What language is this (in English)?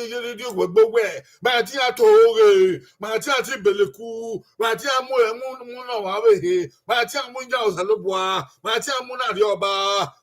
Bini